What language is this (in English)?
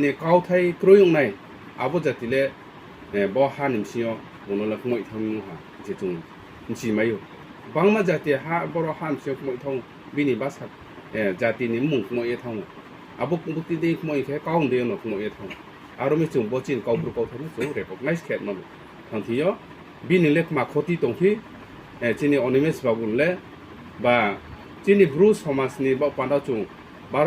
Riang (India)